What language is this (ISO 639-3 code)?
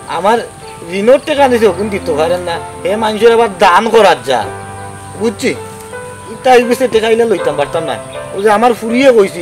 syl